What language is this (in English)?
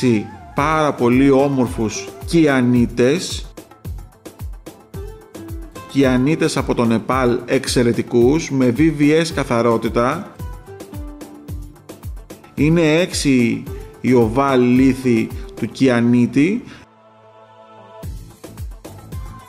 Greek